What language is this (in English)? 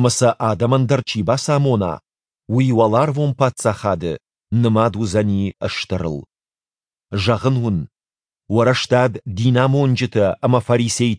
Ossetic